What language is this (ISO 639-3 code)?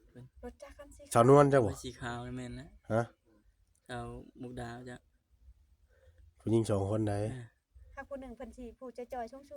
tts